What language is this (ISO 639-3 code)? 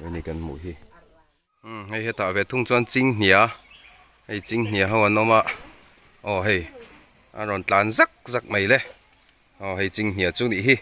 lus